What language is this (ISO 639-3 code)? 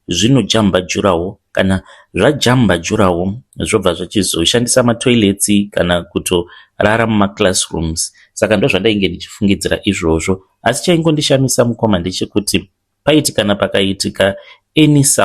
sna